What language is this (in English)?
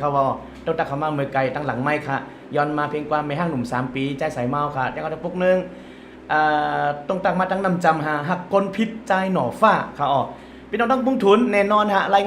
Shan